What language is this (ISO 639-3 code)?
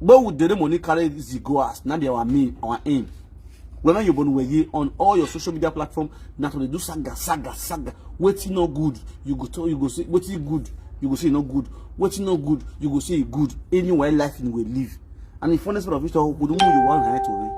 pcm